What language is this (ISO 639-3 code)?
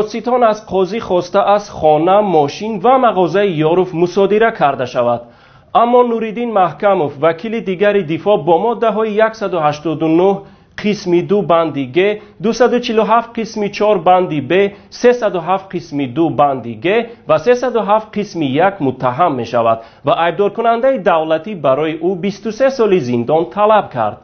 tgk